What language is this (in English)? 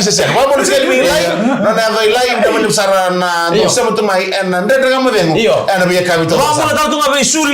Fijian